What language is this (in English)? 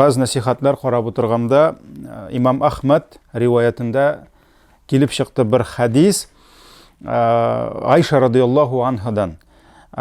Tatar